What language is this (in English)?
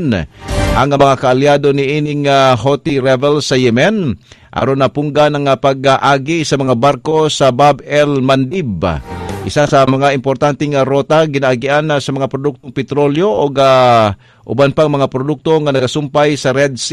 Cebuano